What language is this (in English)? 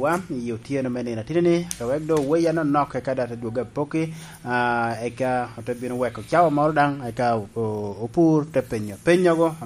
Lango (Uganda)